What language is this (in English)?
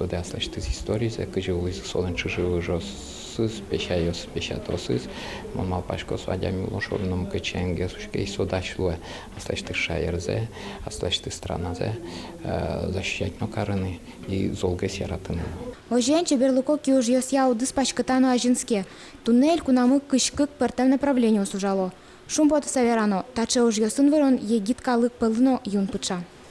Udmurt